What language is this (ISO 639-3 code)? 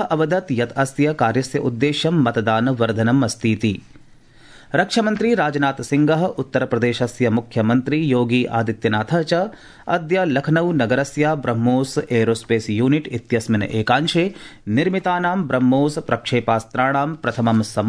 san